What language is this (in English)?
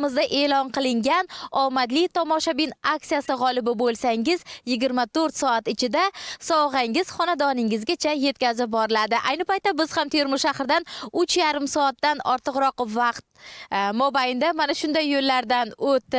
Uzbek